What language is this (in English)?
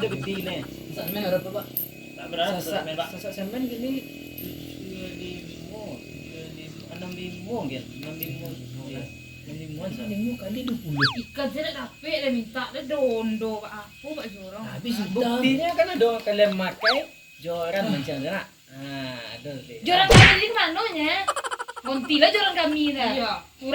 Minangkabau